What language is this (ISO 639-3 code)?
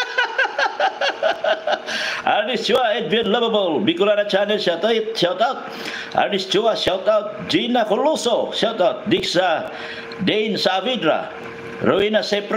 fil